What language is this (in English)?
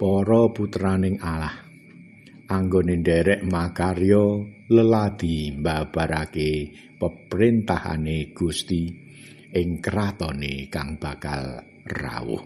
Javanese